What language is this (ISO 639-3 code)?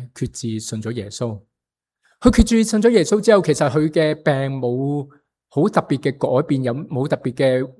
yue